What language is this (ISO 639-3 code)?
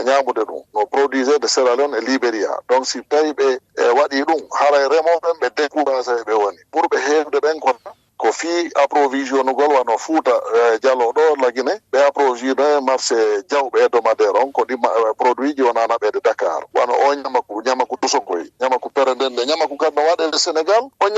ful